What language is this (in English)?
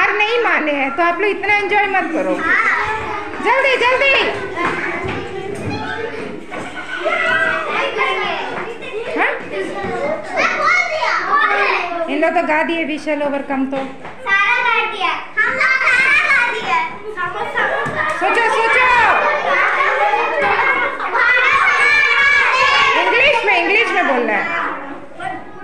Hindi